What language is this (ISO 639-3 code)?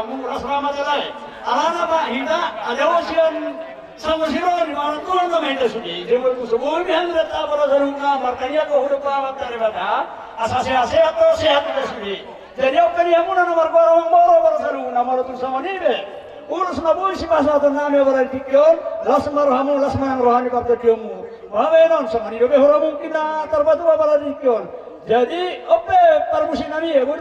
bbc